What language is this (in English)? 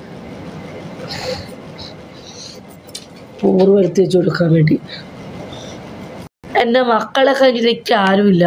Malayalam